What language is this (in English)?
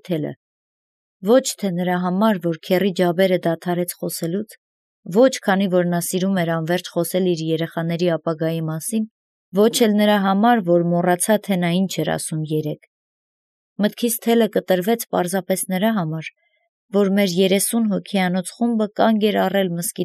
Armenian